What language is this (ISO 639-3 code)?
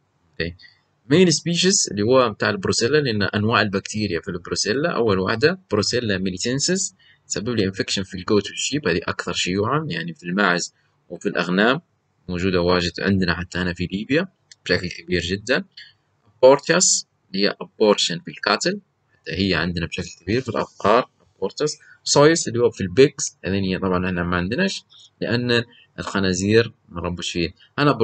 ayl